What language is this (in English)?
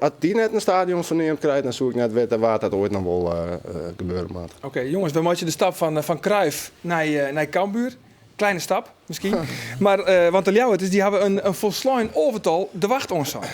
Western Frisian